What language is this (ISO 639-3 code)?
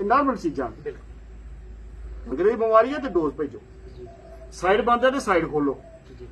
doi